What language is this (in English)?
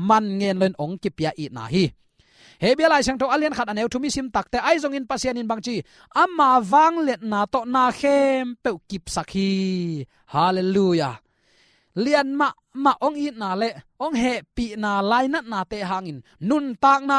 Tedim Chin